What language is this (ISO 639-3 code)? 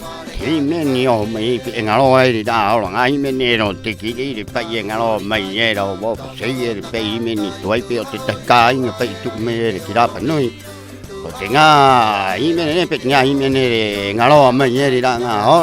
rap